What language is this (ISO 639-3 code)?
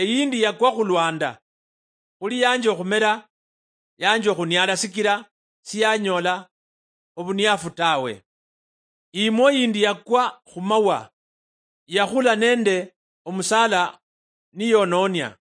luy